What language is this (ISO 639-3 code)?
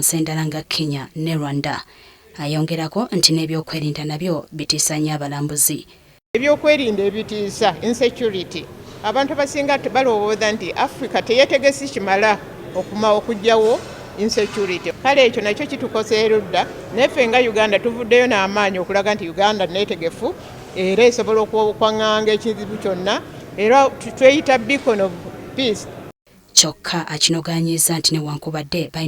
lug